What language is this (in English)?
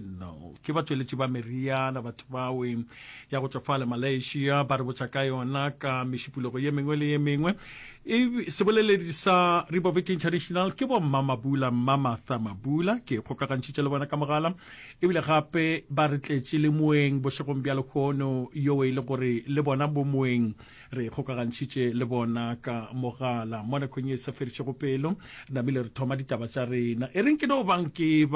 Northern Sotho